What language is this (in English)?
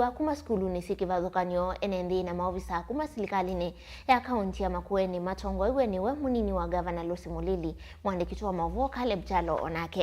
Kamba